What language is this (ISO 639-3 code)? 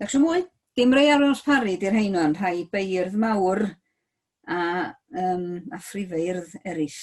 cym